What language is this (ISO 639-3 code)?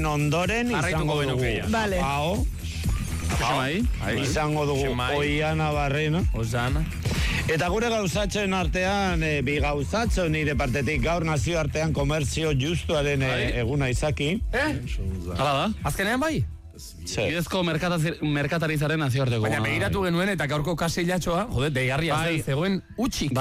eus